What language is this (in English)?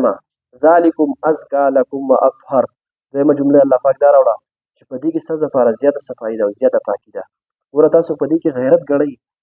Pashto